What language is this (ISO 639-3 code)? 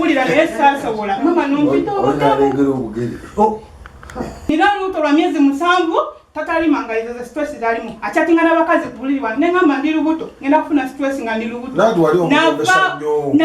lug